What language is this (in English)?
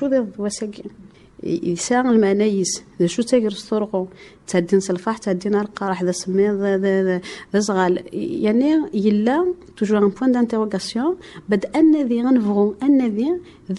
Kabyle